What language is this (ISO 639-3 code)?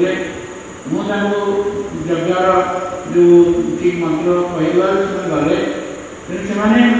ori